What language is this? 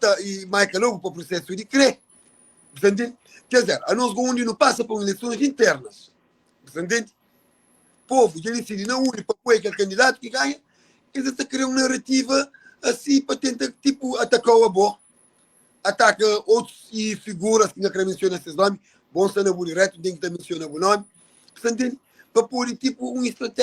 Kabuverdianu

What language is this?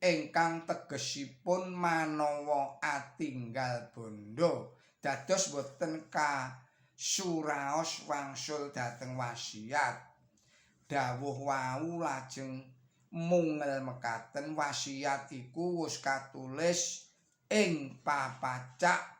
Javanese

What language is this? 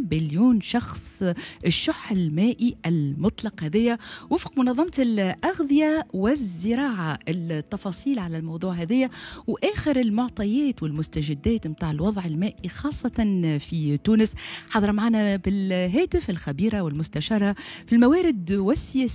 Tunisian Arabic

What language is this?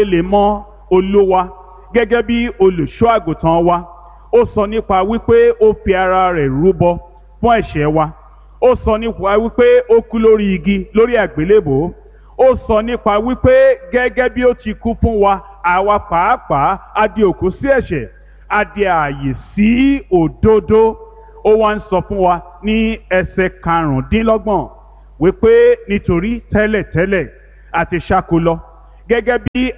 Yoruba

